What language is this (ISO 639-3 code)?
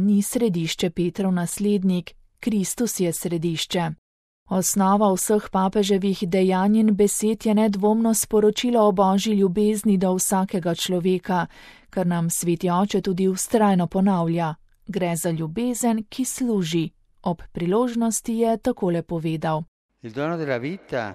slv